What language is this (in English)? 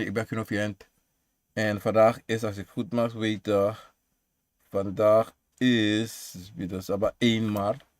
Sranan Tongo